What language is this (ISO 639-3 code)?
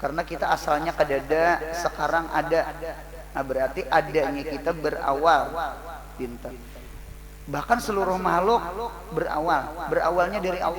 bjn